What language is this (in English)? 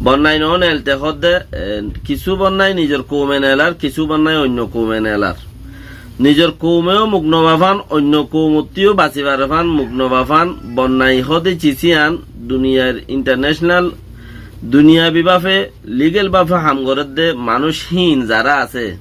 Rohingya